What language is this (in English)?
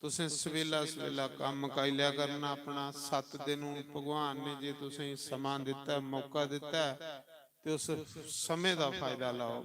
Dogri